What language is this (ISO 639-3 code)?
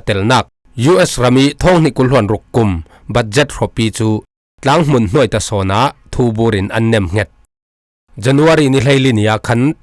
cfm